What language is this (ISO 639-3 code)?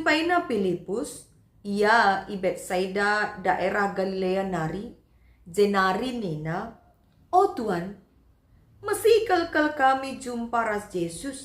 btx